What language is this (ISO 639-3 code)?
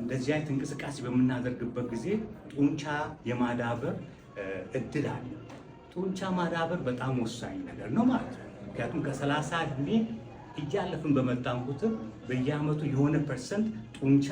amh